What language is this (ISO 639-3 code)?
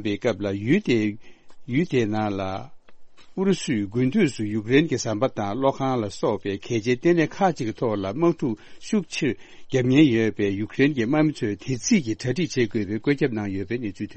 bod